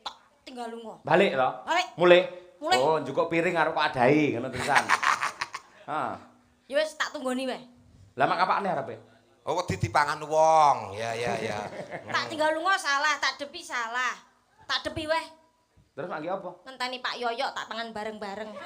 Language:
Javanese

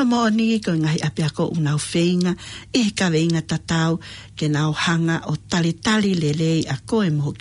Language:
Tongan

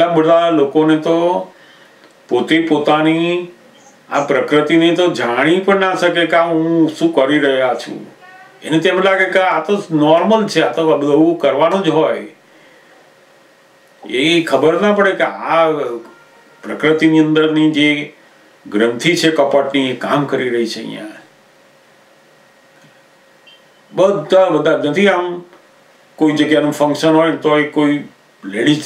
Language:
Gujarati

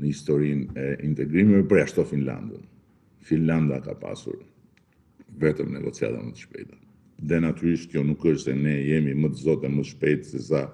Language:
Albanian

